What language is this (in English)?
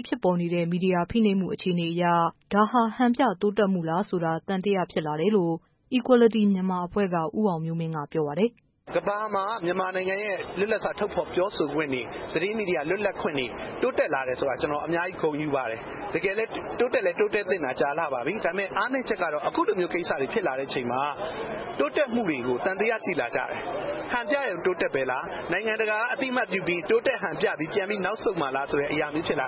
Burmese